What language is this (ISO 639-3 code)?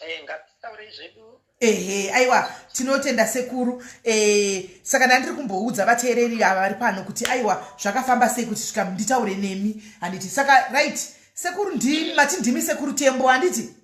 sna